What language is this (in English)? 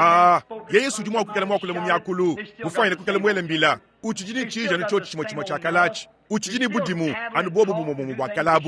Luba-Lulua